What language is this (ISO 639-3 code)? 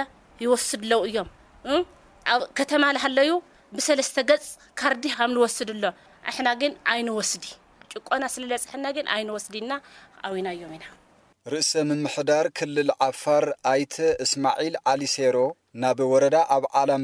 tir